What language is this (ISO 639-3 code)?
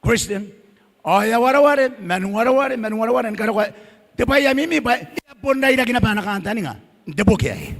gil